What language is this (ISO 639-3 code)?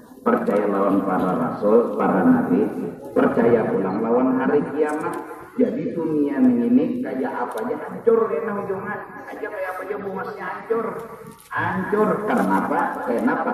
bjn